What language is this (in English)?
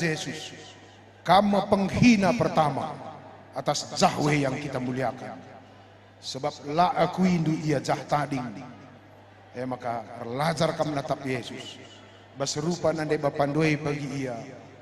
Batak Karo